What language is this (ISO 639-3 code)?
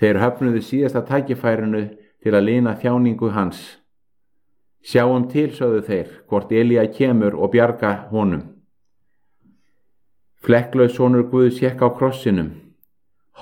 isl